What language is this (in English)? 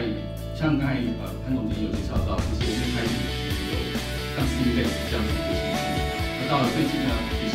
Chinese